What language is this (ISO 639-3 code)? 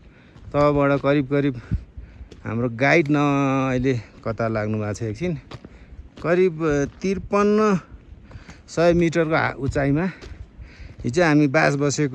nep